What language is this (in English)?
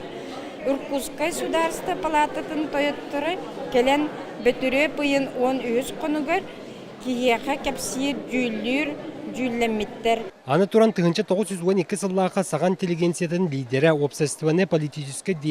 Yakut